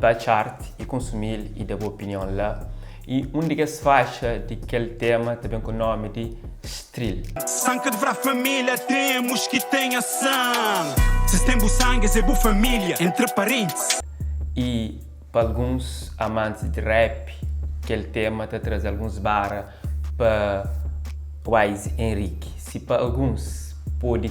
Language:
Kabuverdianu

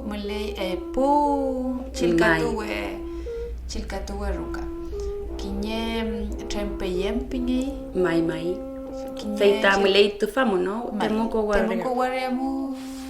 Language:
Mapuche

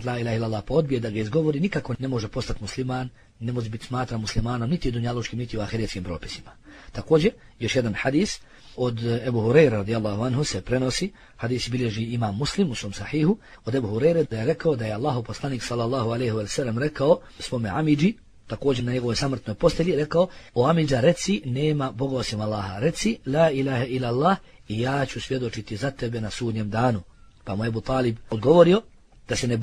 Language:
Bosnian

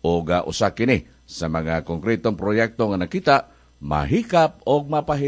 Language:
Cebuano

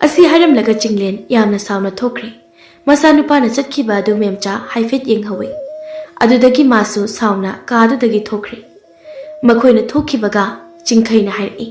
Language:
Manipuri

